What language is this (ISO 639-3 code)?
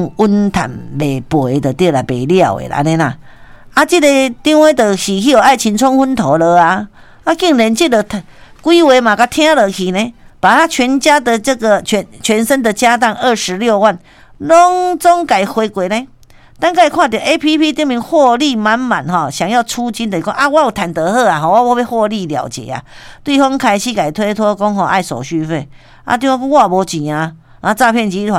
nan